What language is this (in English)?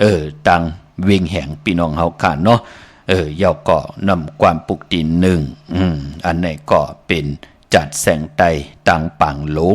Shan